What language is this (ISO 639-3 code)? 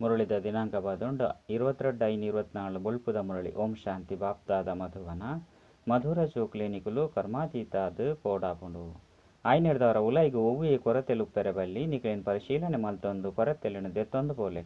tcy